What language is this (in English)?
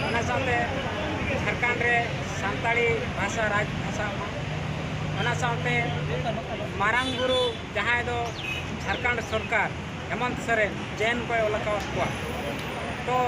Santali